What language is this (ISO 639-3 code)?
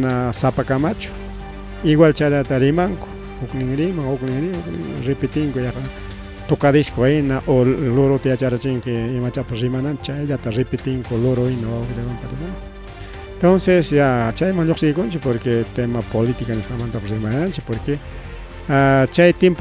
quy